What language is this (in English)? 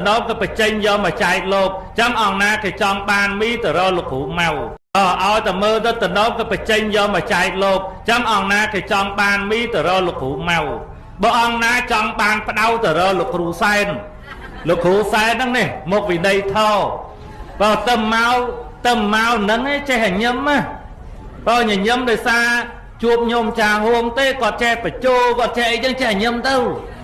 Khmer